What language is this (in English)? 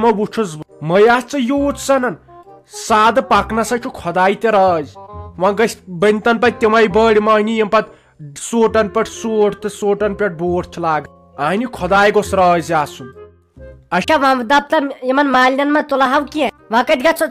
Kashmiri